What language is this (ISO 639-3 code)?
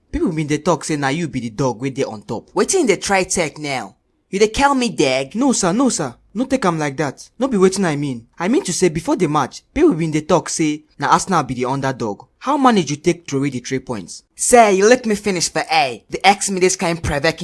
pcm